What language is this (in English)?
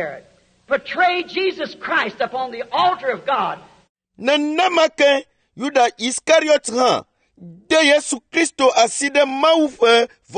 Ewe